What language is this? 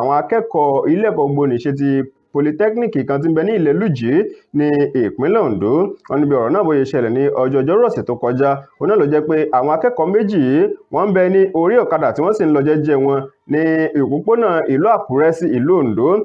Yoruba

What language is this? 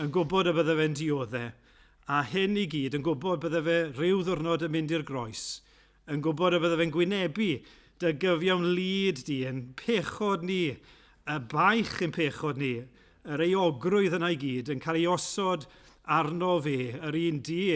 Welsh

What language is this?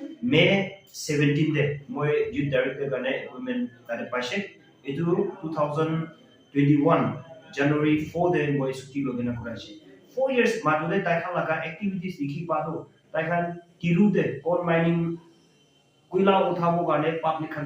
Naga Pidgin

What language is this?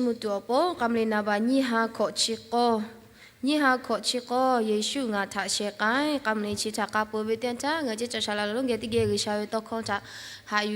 Lahu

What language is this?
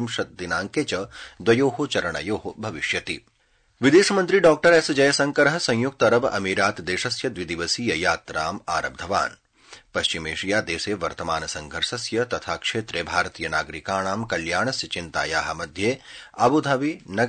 Sanskrit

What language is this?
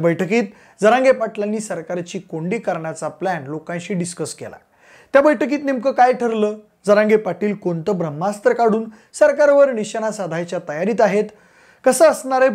Marathi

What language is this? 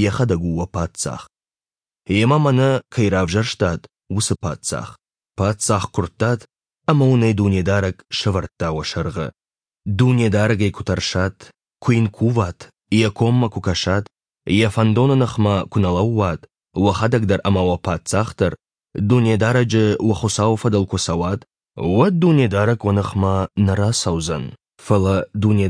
Ossetic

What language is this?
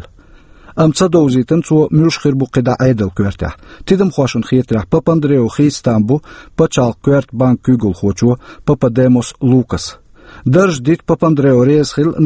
Chechen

